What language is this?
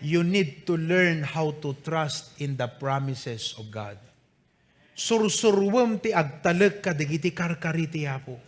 Iloko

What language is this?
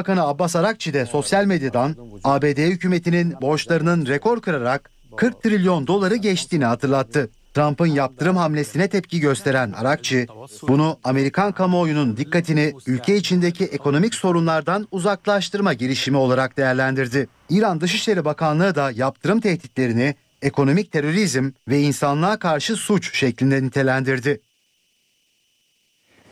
Turkish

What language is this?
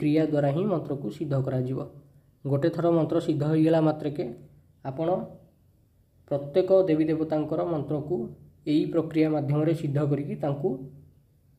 Odia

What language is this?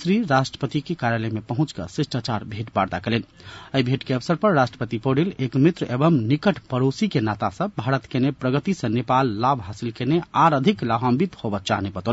Maithili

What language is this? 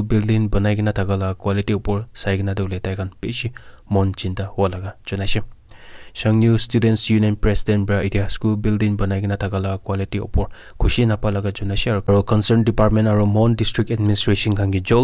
Naga Pidgin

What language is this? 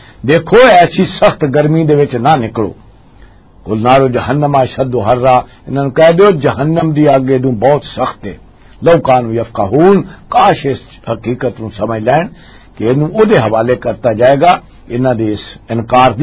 Western Panjabi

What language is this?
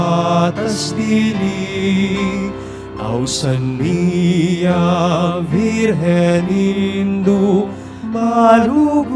Pampanga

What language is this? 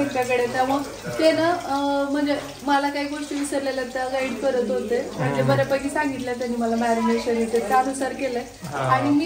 Marathi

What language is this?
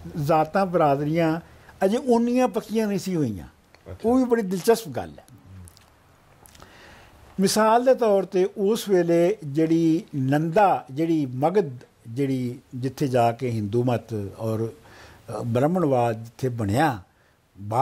Punjabi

